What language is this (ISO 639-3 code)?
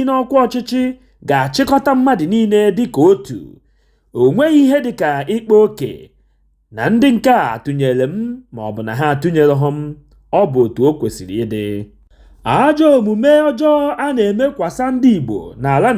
ibo